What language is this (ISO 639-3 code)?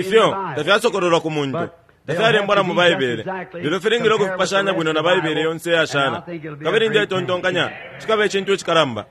bem